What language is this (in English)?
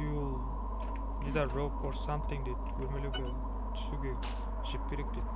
Kara-Kalpak